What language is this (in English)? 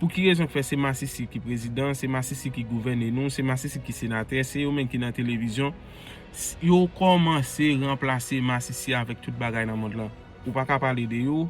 Haitian Creole